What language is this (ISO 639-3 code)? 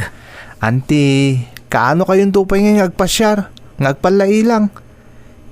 ilo